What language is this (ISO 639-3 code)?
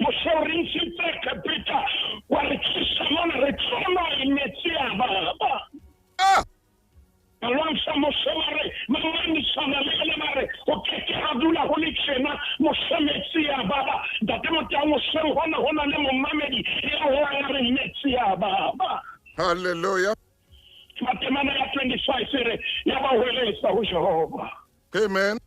sot